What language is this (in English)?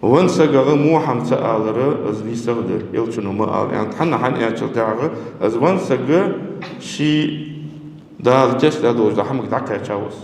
Ingush